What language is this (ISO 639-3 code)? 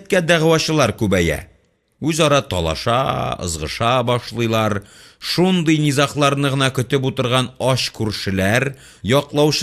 tat